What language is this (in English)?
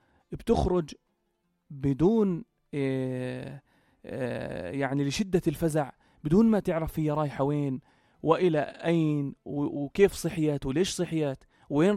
North Levantine Arabic